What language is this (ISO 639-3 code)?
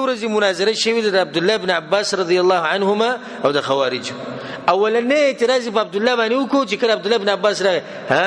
pus